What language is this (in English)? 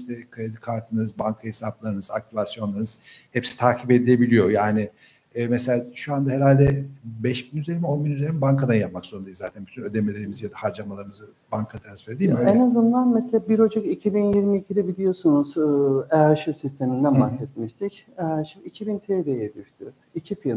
Turkish